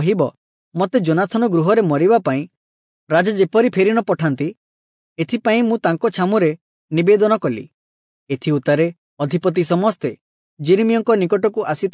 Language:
Odia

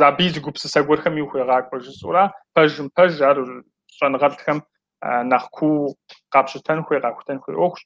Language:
Kabardian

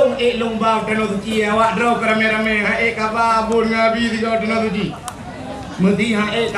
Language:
Achinese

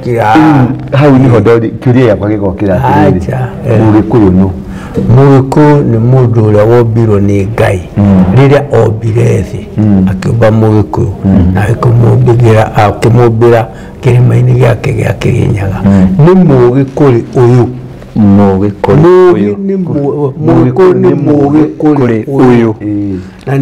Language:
Kikuyu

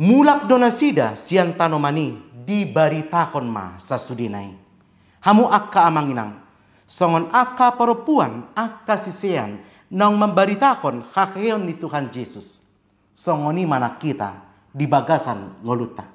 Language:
Batak Toba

